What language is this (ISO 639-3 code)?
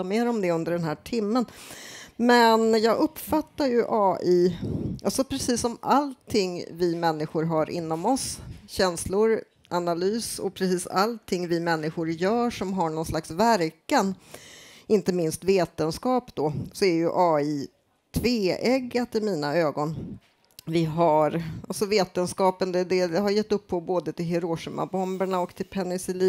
swe